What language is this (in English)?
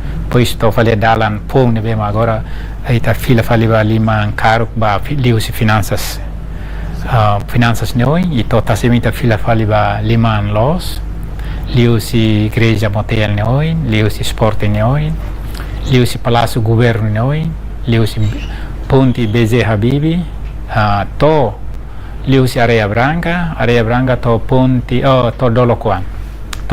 Tetum